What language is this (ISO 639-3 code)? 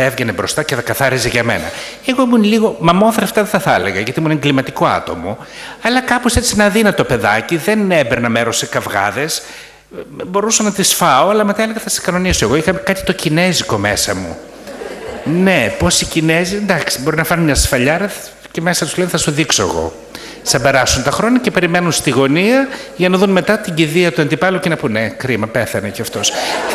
ell